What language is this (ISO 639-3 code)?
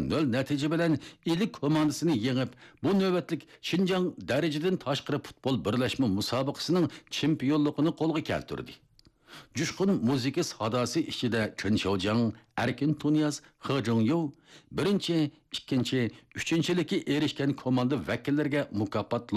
uig